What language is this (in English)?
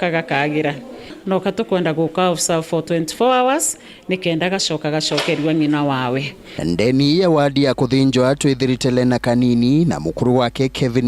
Meru